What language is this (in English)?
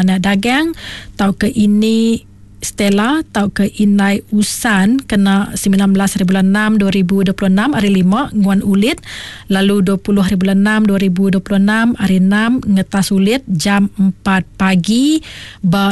Iban